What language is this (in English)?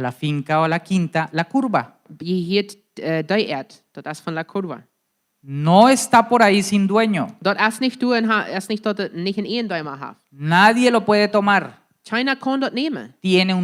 Plautdietsch